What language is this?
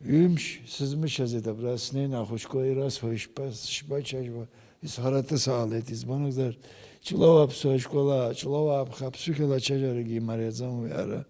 Abkhazian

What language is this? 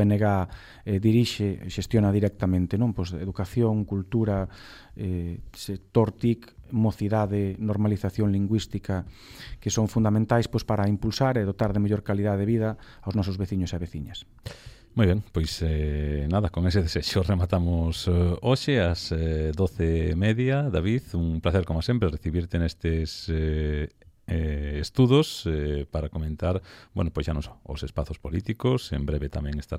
Galician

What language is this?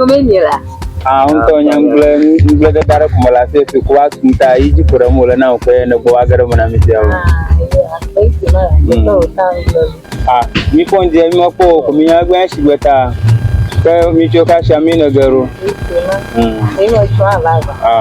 Ewe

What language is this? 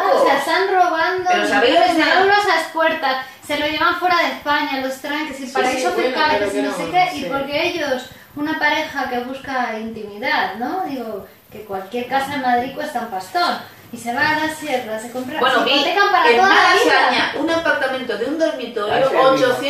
Spanish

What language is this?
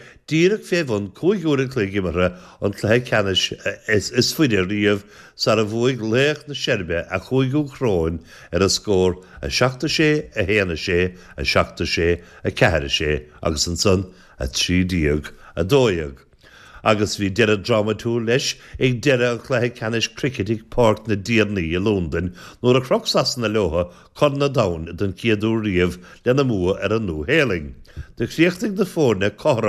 Irish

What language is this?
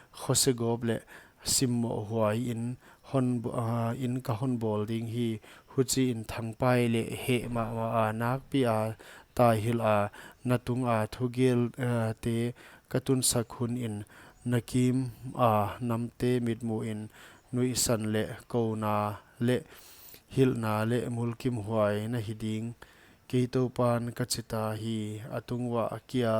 Paite Chin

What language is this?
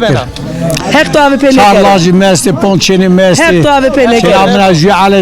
Zaza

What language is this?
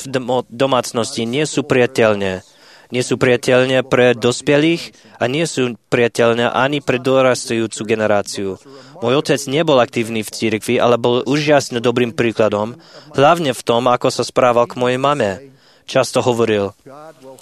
Slovak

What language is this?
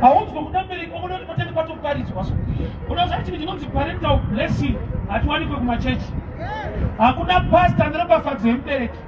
Shona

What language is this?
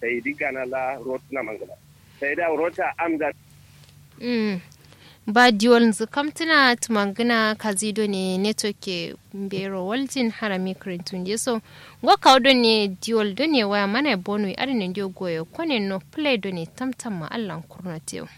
Kanuri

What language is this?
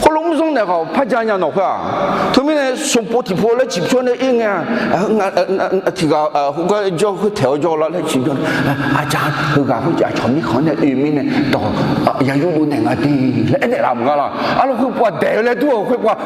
Akha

